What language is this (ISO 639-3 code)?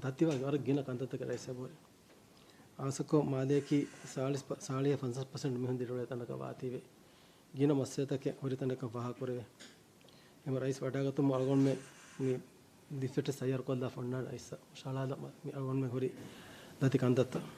div